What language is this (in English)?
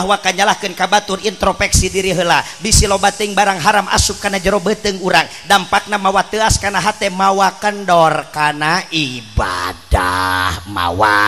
Sundanese